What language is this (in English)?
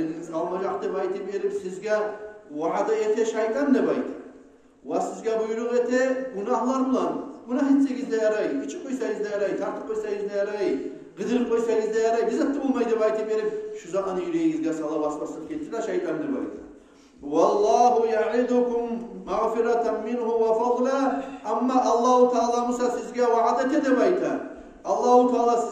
Kumyk